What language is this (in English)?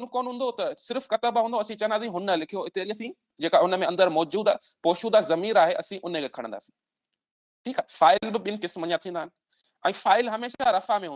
Sindhi